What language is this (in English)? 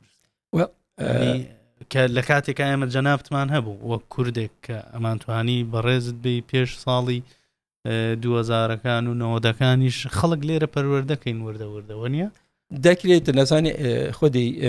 Central Kurdish